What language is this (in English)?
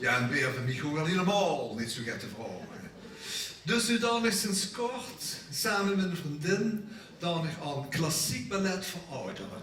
Limburgish